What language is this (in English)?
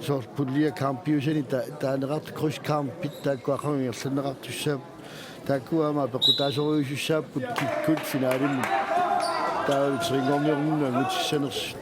Kalaallisut